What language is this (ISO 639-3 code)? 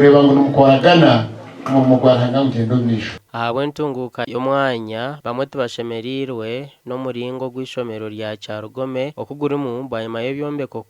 nyn